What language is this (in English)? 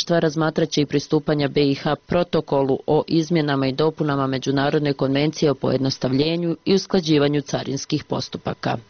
Bosnian